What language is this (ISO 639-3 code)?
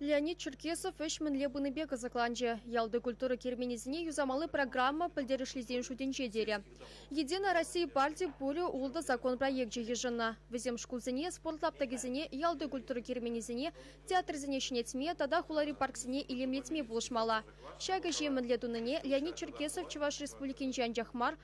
chv